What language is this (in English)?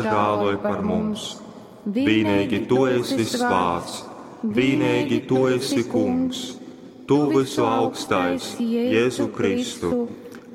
Latgalian